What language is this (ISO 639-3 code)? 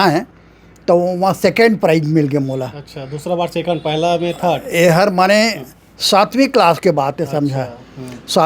hne